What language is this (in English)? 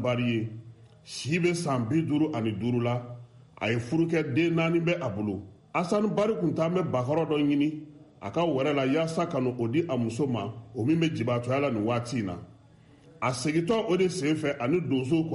Bambara